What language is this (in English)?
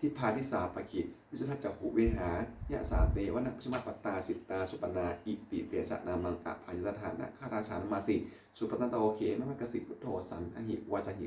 Pali